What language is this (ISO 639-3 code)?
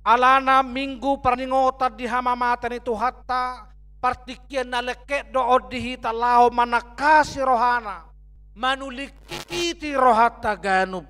bbc